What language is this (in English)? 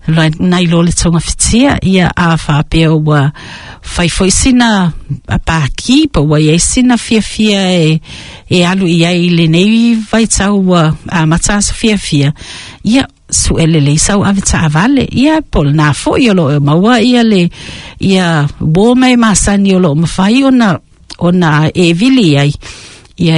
Samoan